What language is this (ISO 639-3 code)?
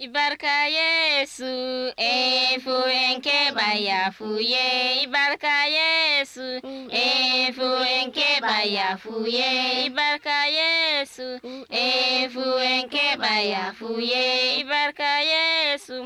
fuv